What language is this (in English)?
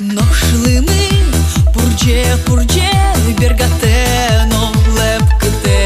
Udmurt